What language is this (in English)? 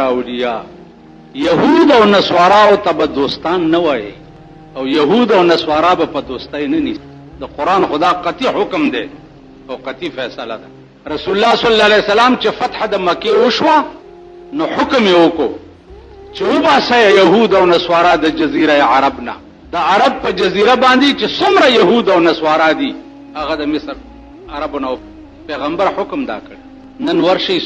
Pashto